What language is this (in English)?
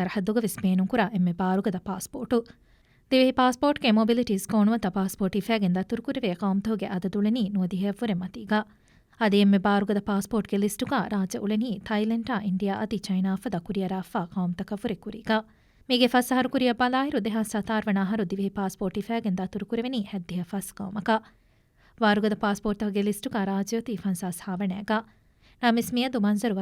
Divehi